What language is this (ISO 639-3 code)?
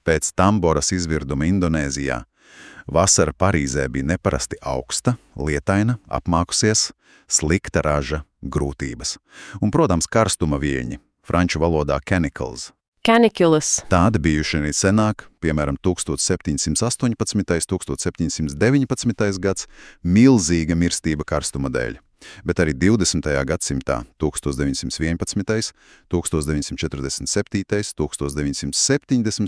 lav